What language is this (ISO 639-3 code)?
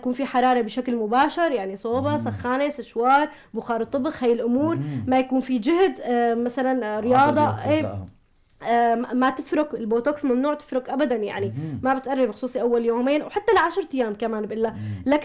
apc